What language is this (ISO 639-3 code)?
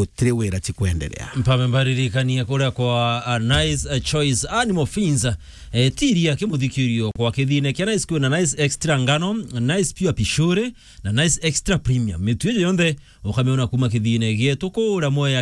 mer